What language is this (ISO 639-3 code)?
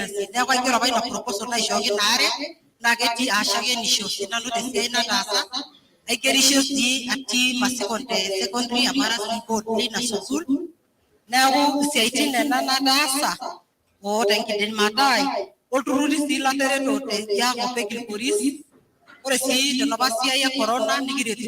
mas